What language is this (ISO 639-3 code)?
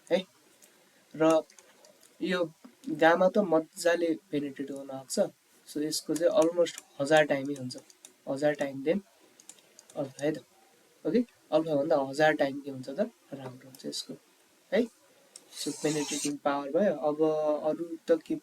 nep